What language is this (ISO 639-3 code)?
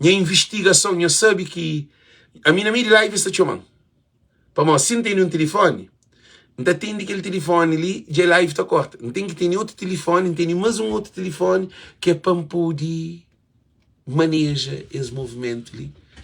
kea